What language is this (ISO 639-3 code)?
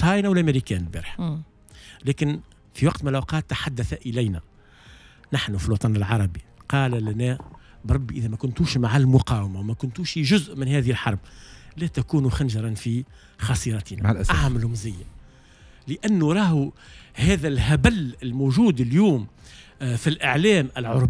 aeb